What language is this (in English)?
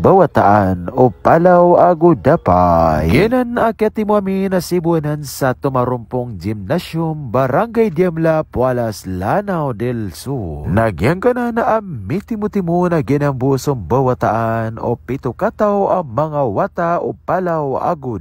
Maranao